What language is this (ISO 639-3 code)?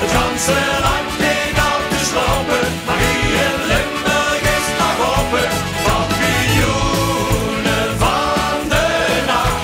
lim